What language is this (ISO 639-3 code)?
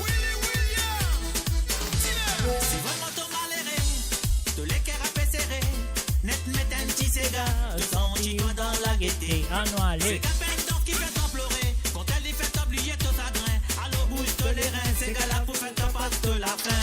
mfe